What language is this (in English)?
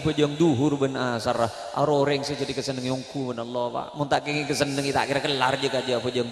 Madurese